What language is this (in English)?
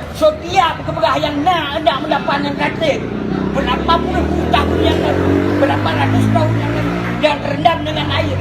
Achinese